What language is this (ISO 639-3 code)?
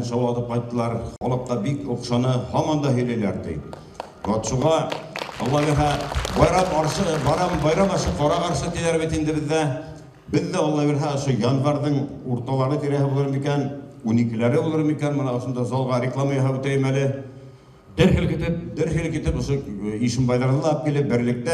bak